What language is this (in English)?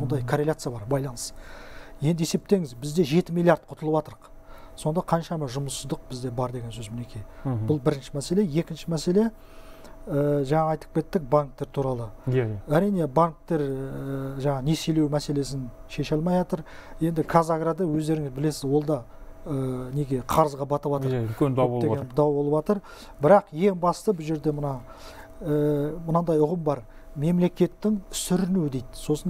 Kazakh